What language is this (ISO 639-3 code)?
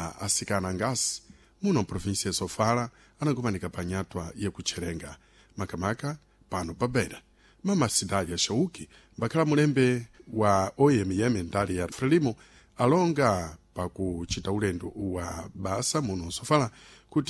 seh